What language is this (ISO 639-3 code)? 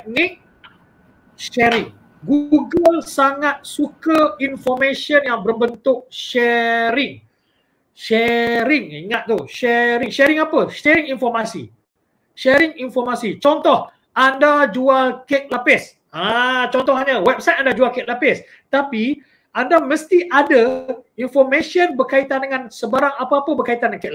msa